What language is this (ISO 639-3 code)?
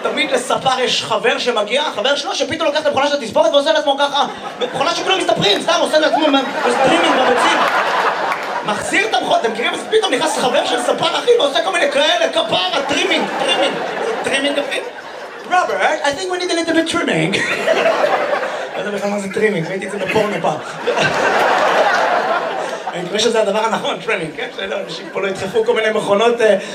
heb